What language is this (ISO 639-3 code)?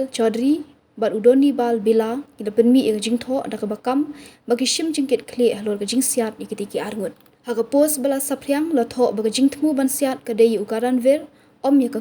kha